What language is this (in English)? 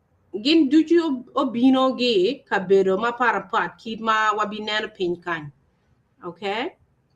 Acoli